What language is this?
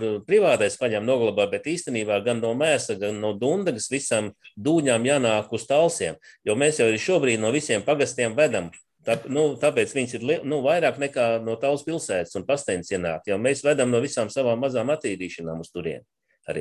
Latvian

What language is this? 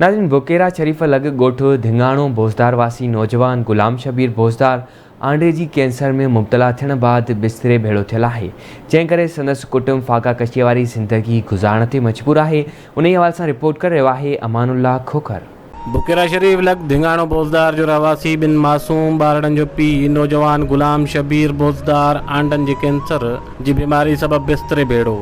Sindhi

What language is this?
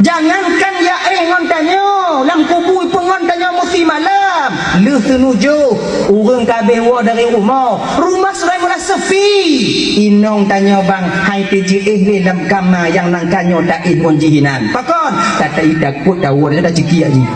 Achinese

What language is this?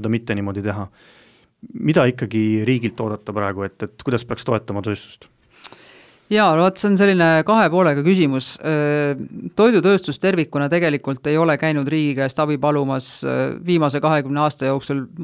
Estonian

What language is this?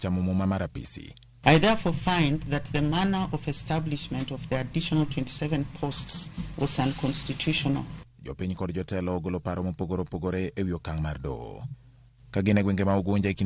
Luo (Kenya and Tanzania)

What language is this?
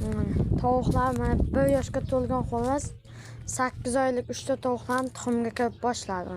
Uzbek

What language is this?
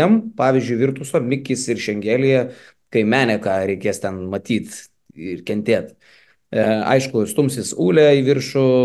Lithuanian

